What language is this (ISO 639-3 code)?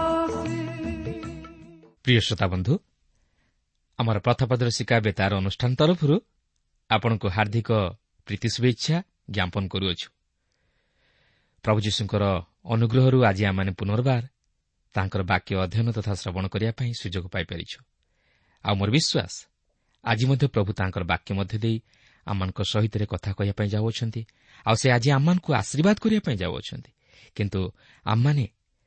ori